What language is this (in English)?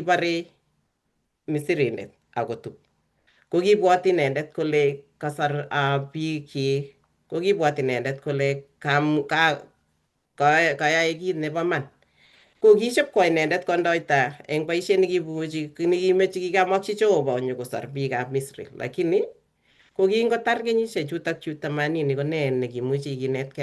Kalenjin